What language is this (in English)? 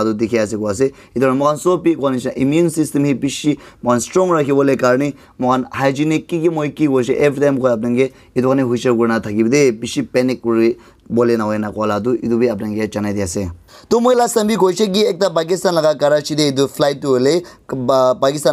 Naga Pidgin